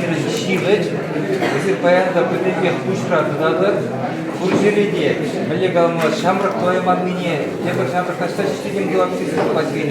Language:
Chuvash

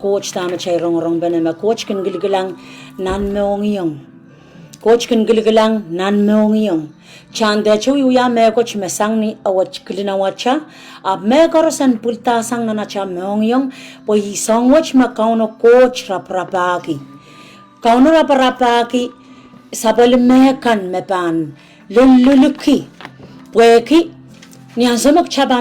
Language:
Pohnpeian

